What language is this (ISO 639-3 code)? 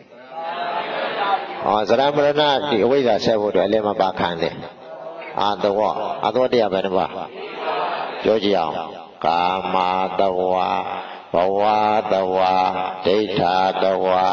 mya